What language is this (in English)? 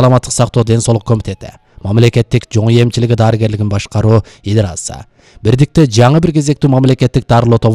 Kyrgyz